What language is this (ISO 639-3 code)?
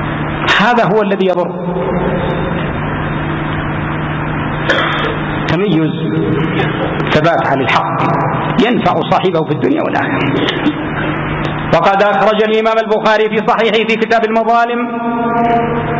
ara